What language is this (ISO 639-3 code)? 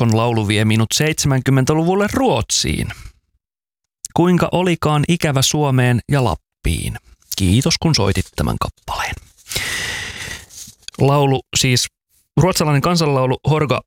fin